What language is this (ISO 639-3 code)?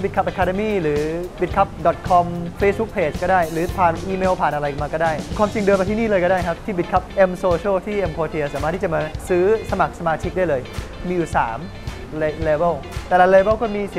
tha